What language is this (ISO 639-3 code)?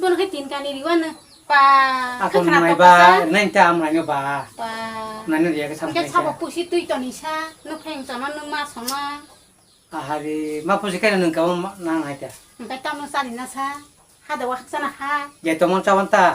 trp